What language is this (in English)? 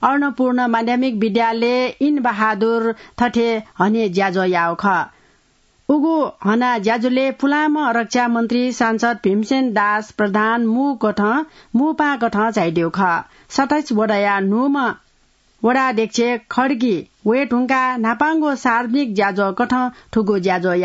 Newari